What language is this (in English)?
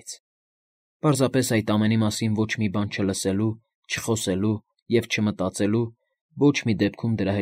Armenian